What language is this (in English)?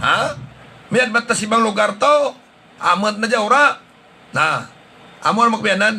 Hiligaynon